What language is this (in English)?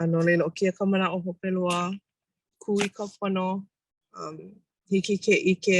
Hawaiian